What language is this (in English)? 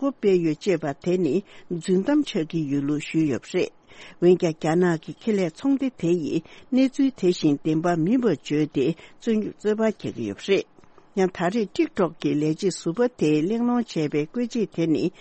Tibetan